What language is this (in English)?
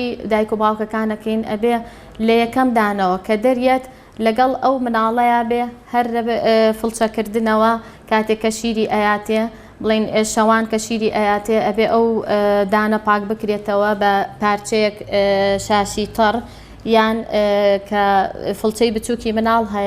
Central Kurdish